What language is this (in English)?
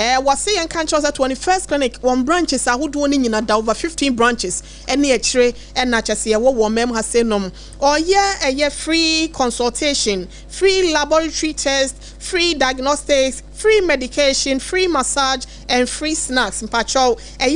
Akan